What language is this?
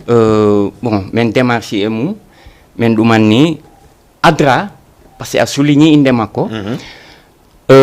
Fula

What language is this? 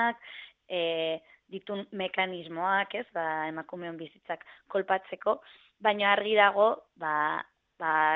Basque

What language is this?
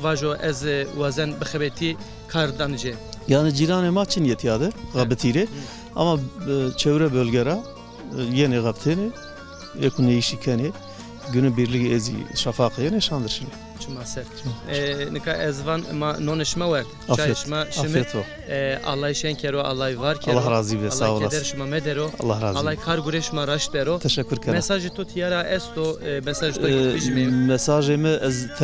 Zaza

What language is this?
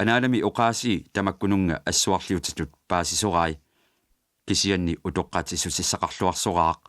Kalaallisut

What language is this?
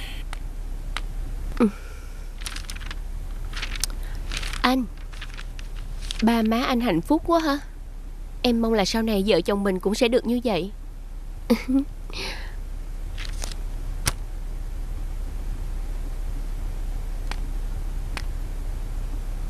Vietnamese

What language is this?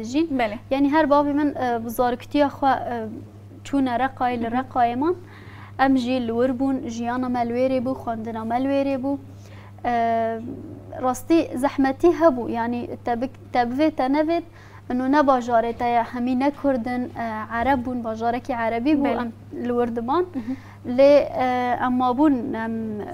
Kurdish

